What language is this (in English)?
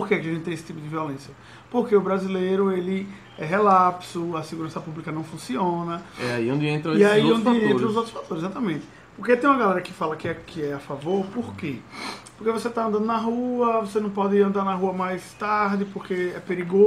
Portuguese